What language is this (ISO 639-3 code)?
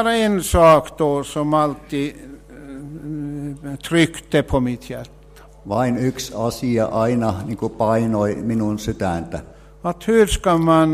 swe